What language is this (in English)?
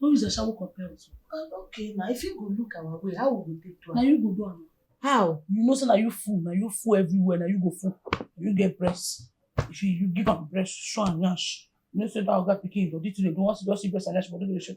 Nigerian Pidgin